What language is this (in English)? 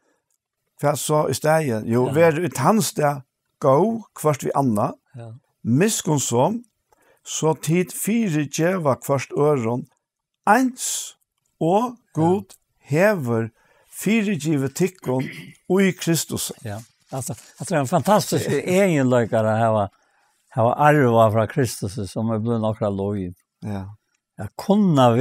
Faroese